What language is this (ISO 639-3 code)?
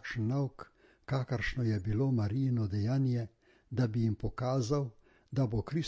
slv